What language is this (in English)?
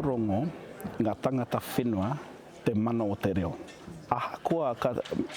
Māori